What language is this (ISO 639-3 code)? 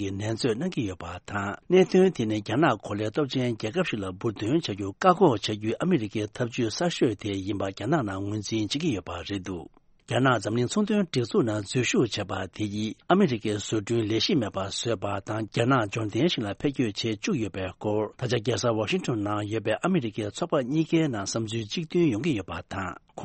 bod